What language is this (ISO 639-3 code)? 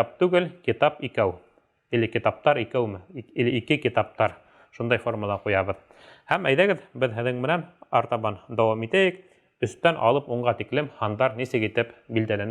bak